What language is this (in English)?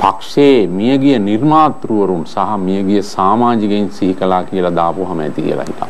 Sinhala